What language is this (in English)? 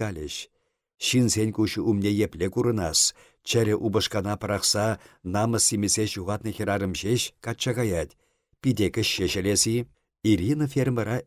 Chuvash